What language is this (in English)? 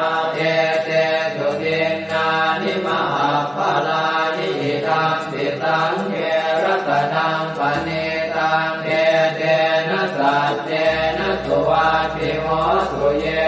Pali